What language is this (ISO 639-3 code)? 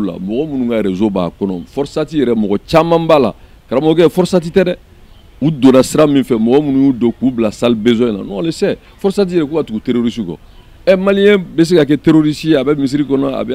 bam